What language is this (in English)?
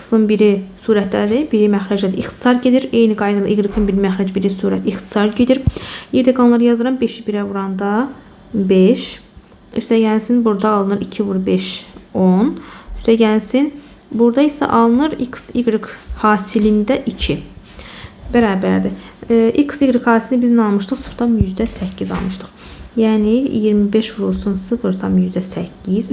Azerbaijani